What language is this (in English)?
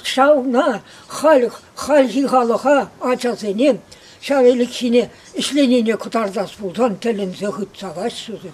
Chuvash